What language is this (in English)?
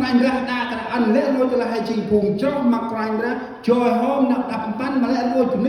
Central Mnong